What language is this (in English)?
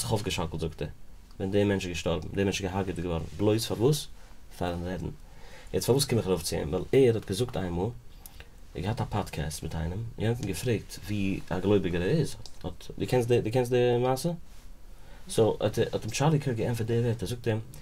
Yiddish